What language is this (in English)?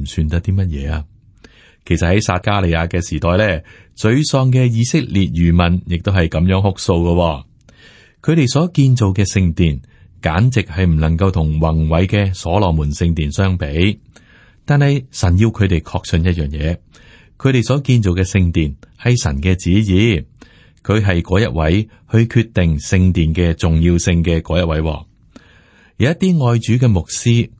Cantonese